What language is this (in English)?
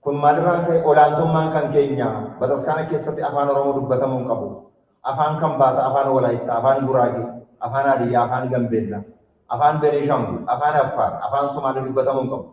Oromo